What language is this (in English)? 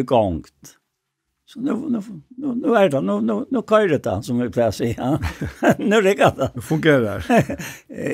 Faroese